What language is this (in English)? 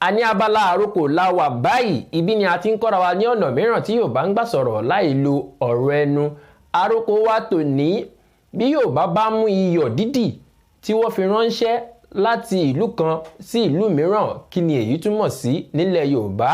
Yoruba